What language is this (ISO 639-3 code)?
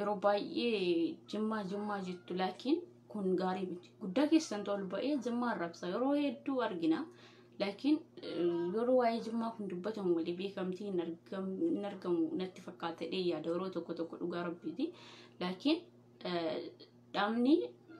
orm